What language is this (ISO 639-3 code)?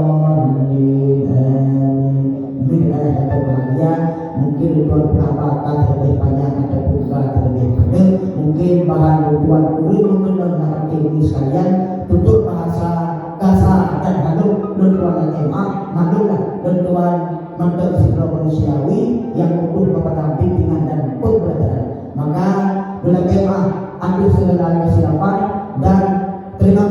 ace